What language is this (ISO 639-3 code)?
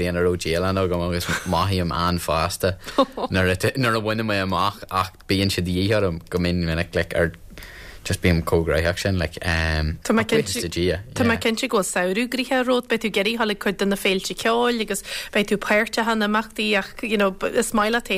gle